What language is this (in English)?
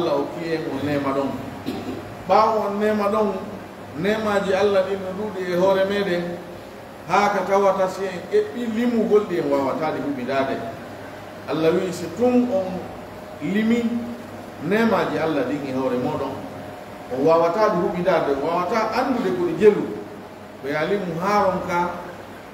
Pular